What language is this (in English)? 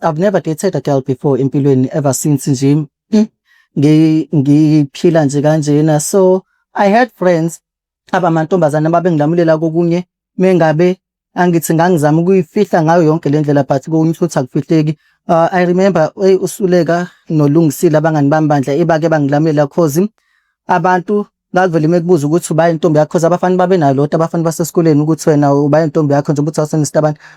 Zulu